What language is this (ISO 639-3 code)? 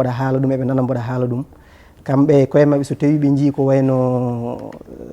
ful